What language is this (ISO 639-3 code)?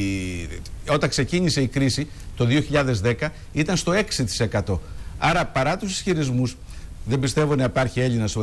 ell